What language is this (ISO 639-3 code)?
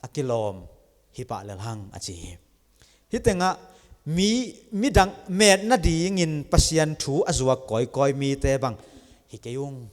ctd